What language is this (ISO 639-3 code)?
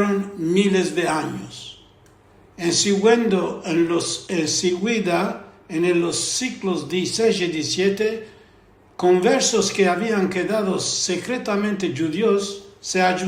lad